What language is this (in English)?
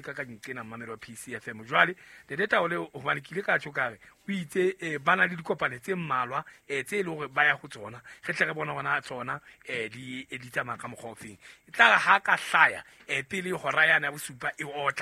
Southern Sotho